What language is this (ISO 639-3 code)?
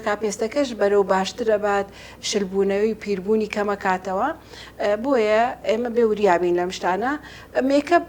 ckb